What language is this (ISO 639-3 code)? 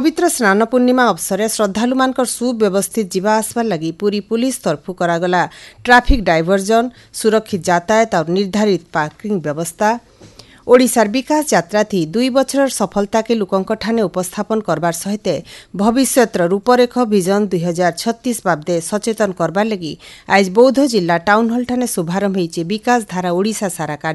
ori